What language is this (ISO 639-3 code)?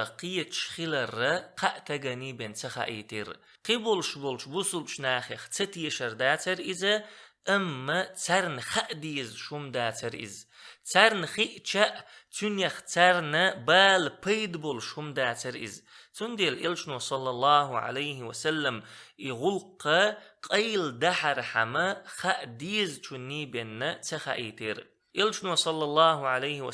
che